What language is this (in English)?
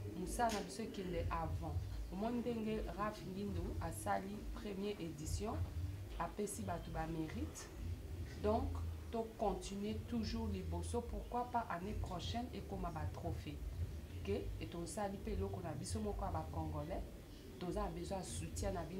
Lingala